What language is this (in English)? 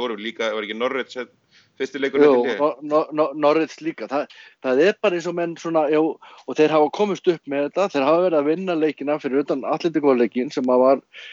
Icelandic